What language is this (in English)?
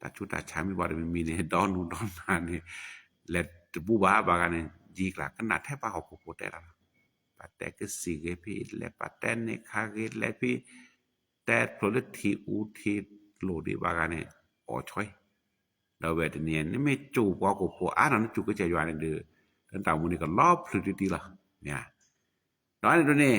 S'gaw Karen